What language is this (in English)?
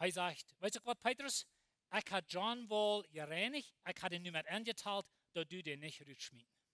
Plautdietsch